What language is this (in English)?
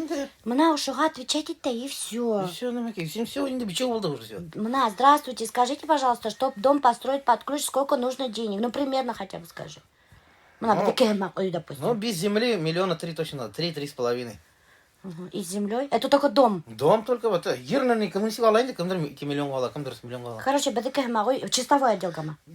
Bashkir